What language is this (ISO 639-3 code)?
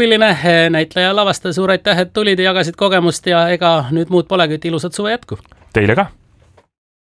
est